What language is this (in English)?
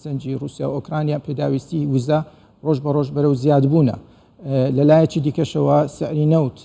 Central Kurdish